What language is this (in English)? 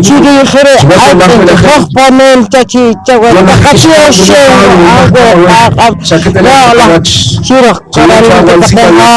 Poqomchi'